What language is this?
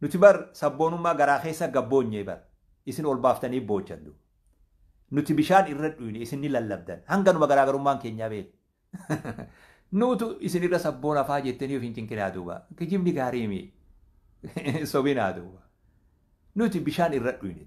Oromo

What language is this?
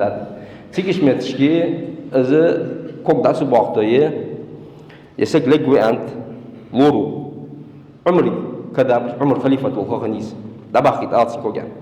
Ingush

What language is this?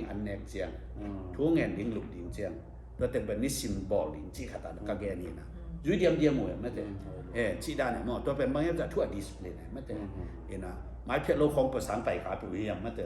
Tedim Chin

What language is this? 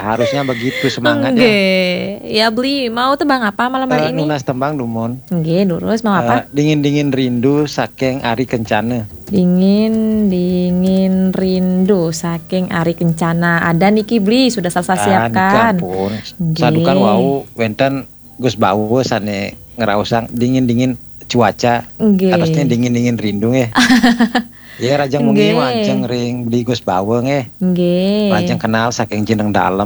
Balinese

